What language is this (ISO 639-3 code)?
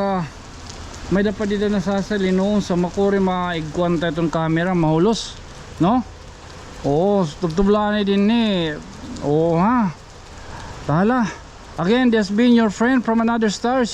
war